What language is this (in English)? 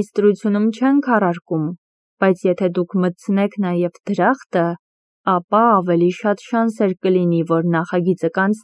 Armenian